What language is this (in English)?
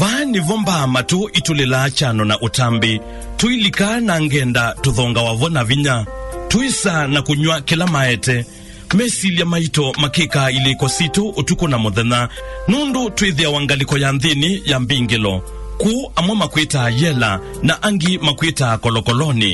Kamba